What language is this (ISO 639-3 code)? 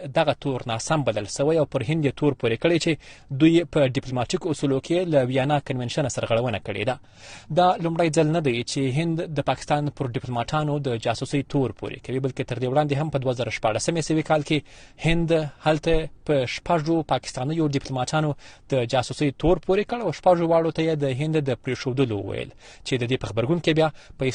pus